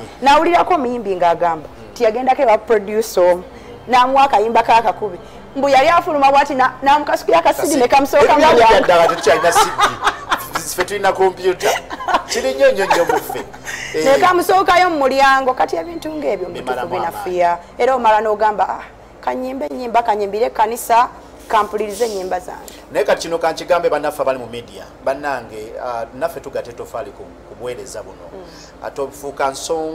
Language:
Ganda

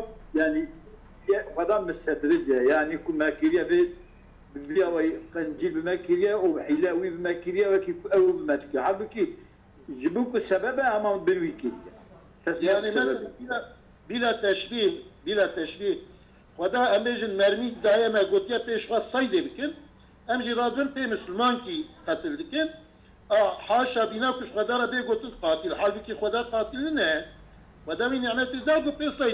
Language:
Kurdish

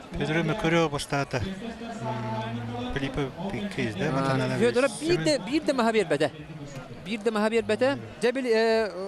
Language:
Yakut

